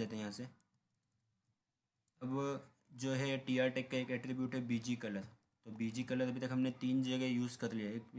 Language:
Hindi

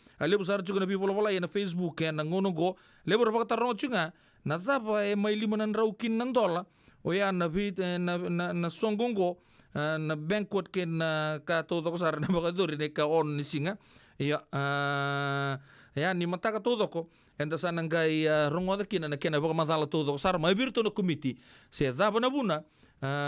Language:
Fijian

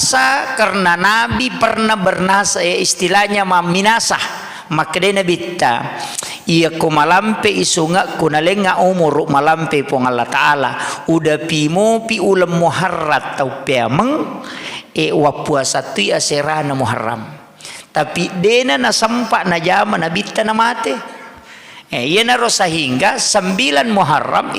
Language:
Buginese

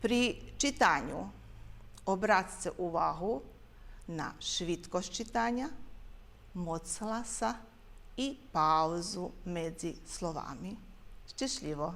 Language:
Rusyn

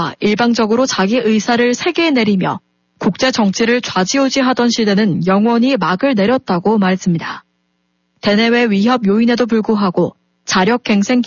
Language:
Korean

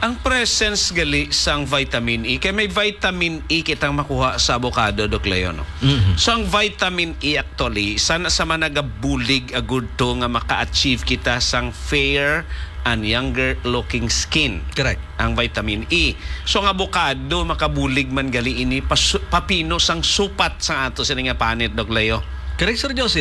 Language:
Hiligaynon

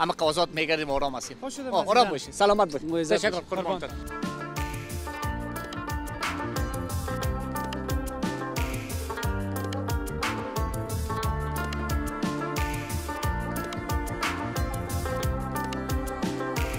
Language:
Persian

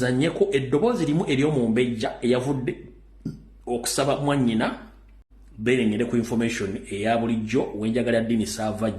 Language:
Ganda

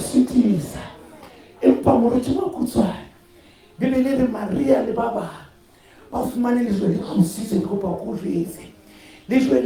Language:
Southern Sotho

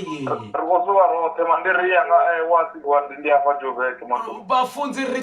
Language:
Venda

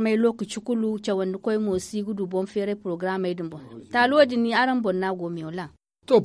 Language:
Zarma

